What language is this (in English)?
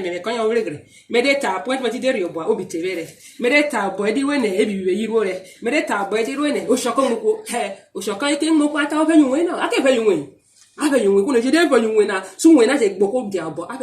Urhobo